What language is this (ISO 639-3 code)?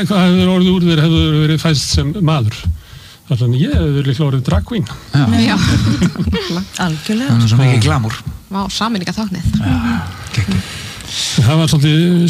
isl